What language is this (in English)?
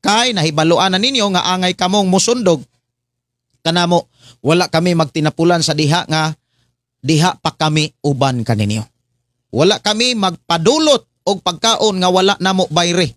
Cebuano